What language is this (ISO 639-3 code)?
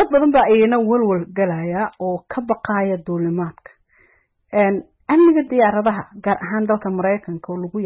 som